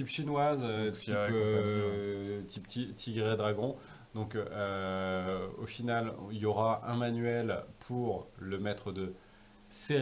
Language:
French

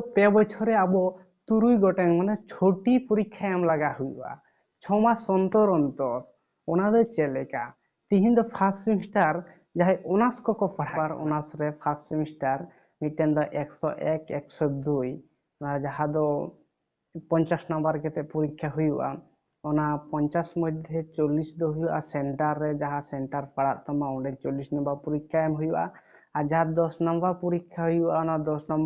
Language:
Santali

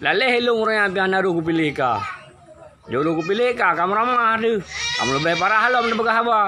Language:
Achinese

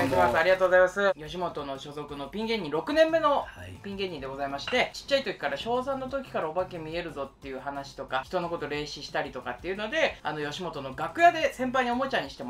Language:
Japanese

